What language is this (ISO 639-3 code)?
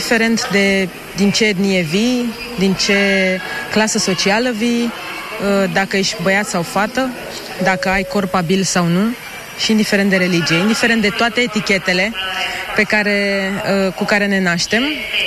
ron